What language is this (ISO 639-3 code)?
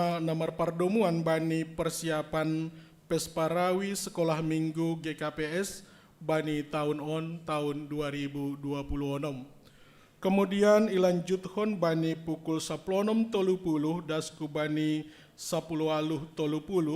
bts